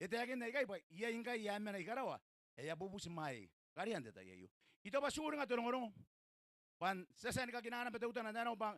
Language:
Gilbertese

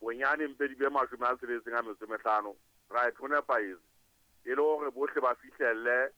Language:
Southern Sotho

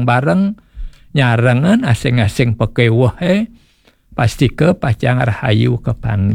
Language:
Balinese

